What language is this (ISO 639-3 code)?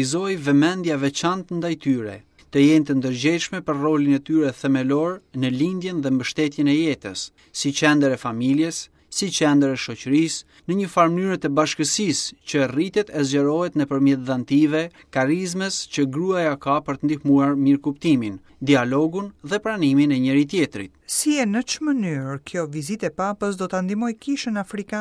sqi